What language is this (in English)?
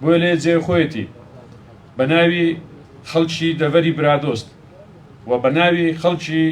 Central Kurdish